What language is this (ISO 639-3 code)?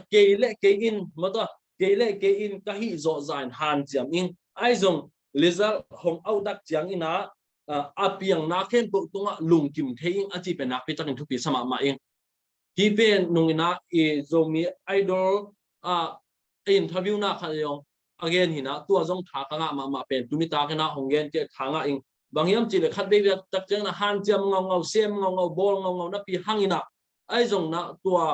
ctd